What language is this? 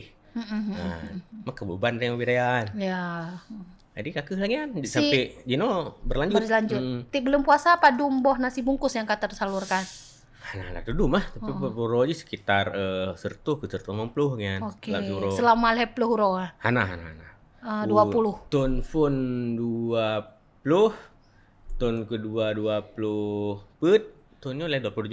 Achinese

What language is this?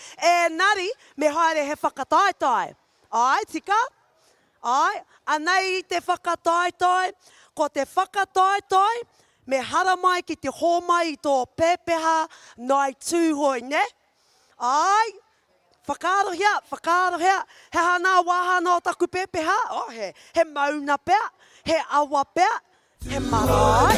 Māori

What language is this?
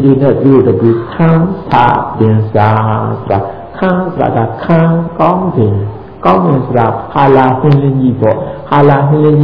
Burmese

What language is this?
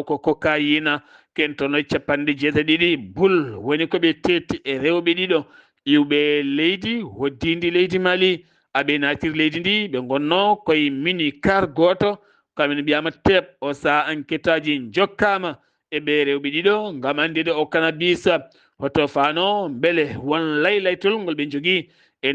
Fula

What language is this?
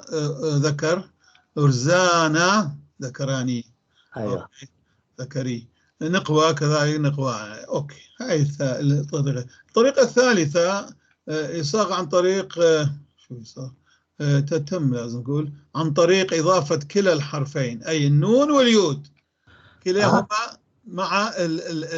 North Levantine Arabic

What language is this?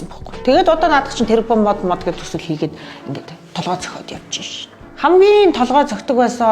Mongolian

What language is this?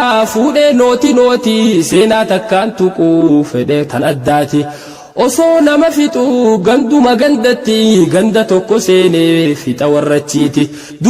Oromo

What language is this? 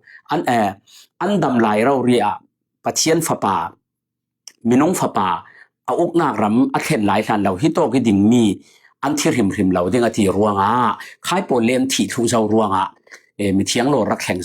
Falam Chin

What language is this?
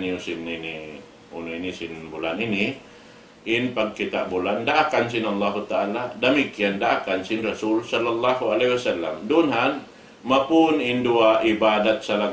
Tausug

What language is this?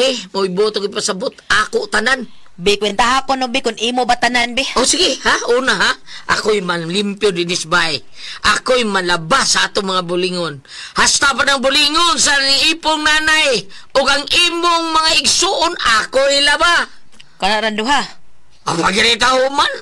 Cebuano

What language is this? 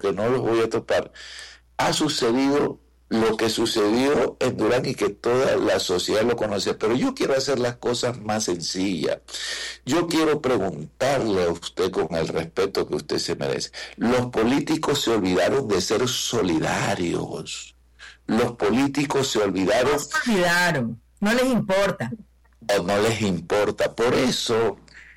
Spanish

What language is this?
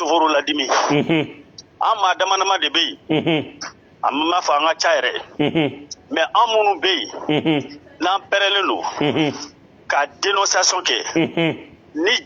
Bambara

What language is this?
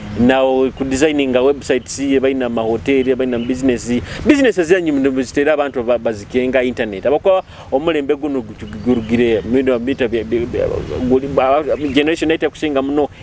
Nyoro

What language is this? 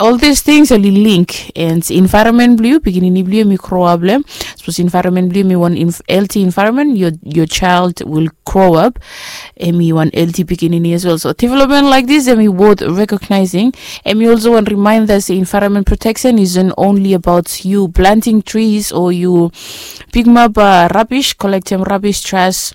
Bislama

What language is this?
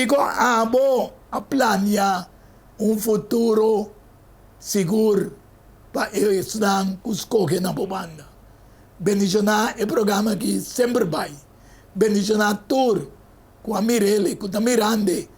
Papiamento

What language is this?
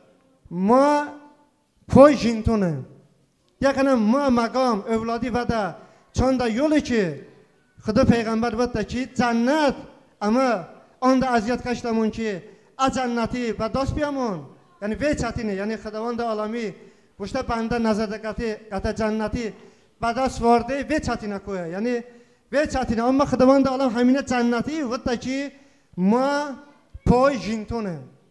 Talysh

